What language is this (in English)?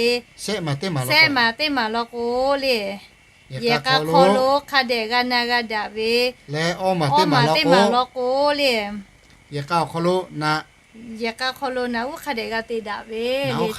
Lahu